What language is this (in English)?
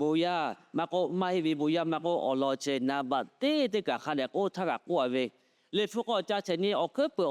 Lahu